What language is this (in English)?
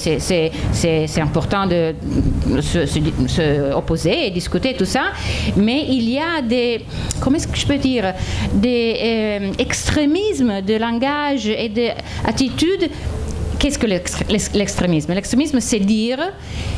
French